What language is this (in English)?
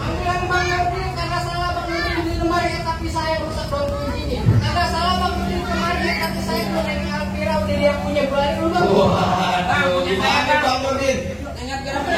Betawi